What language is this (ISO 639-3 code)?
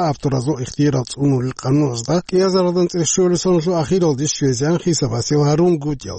ava